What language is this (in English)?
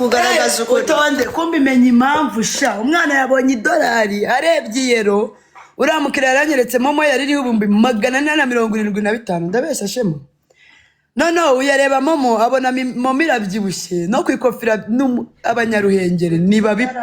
Kinyarwanda